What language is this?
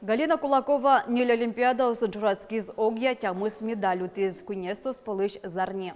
Udmurt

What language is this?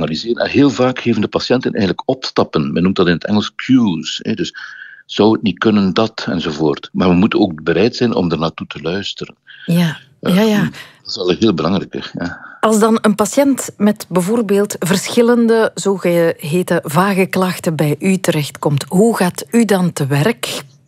Dutch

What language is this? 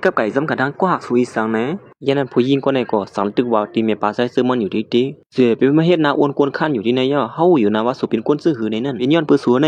Shan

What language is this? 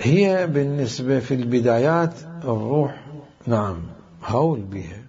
Mesopotamian Arabic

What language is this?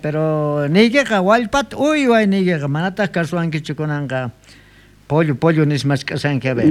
South Bolivian Quechua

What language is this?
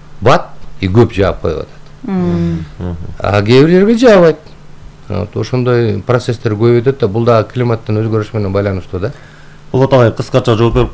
Kyrgyz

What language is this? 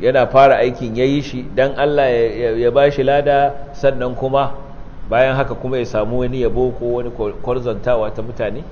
Hausa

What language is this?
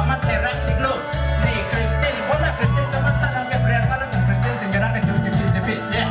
Karbi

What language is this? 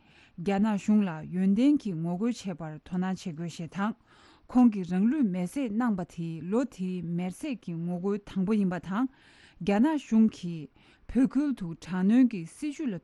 Tibetan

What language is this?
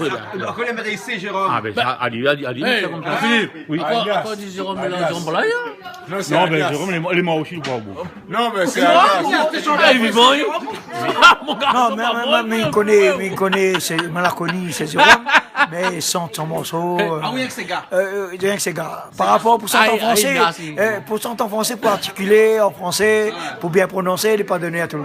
Réunion Creole French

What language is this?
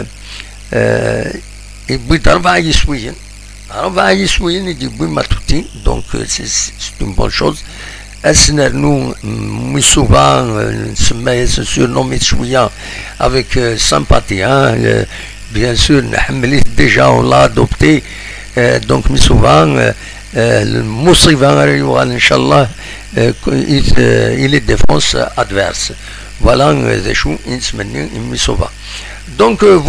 Kabyle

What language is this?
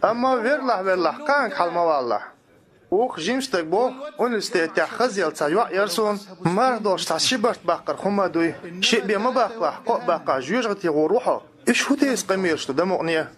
Chechen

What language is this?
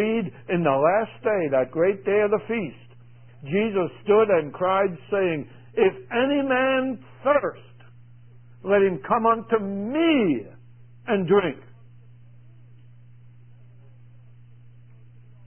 English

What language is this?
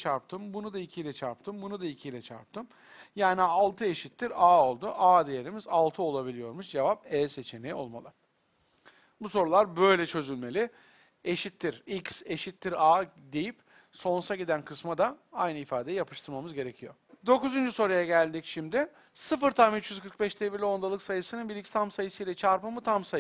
Turkish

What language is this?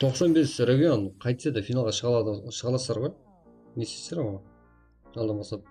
Kara-Kalpak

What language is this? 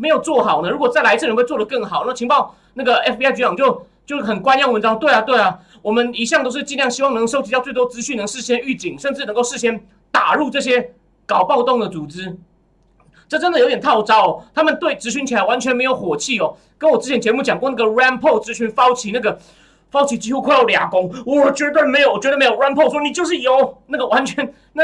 Chinese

